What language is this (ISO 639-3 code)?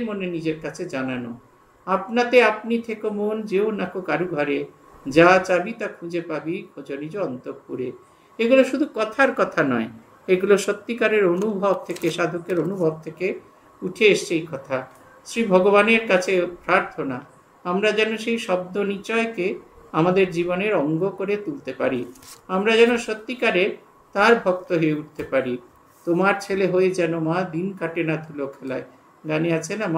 ben